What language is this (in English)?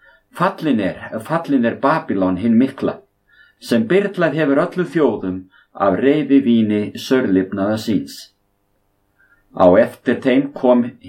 Icelandic